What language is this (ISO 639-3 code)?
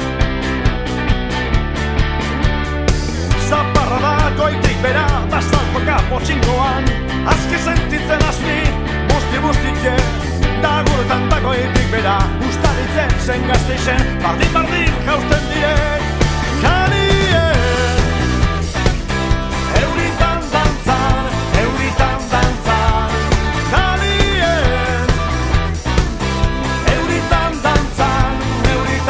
eus